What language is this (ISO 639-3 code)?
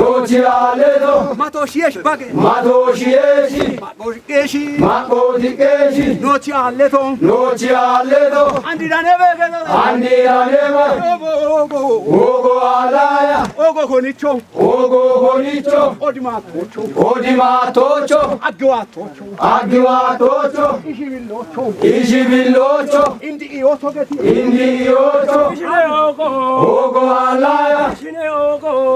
kbr